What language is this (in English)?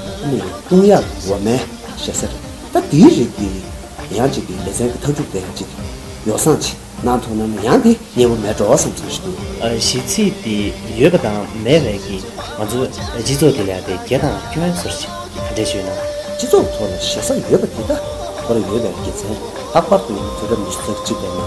Tibetan